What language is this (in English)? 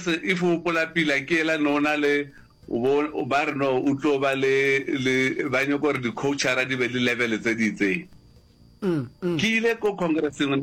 Northern Sotho